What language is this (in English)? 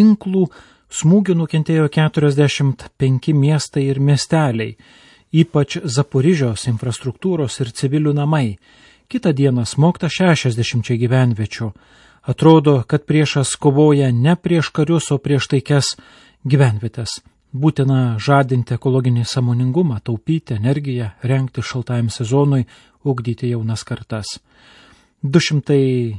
Lithuanian